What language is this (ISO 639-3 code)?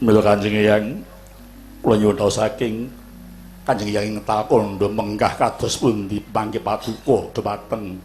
jav